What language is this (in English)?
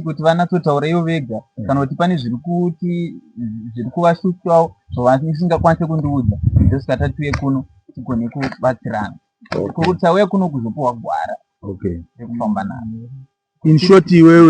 Shona